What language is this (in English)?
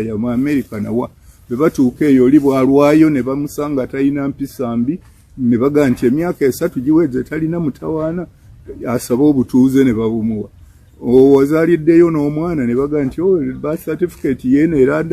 Ganda